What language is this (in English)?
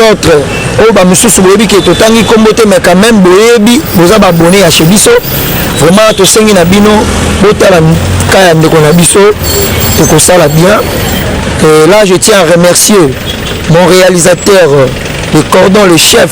Lingala